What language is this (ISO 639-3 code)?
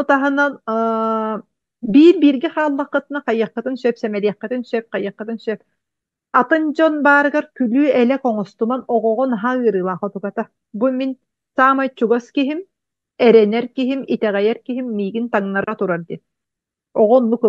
sah